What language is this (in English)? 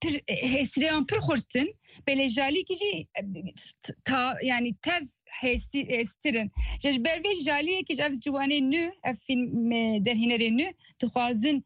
Kurdish